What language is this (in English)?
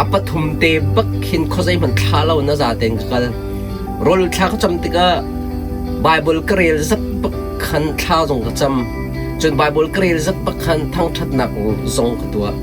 Hakha Chin